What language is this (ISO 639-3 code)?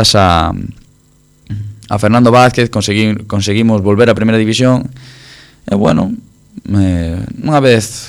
glg